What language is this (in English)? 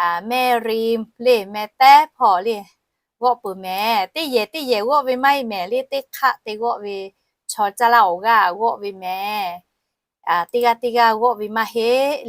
Lahu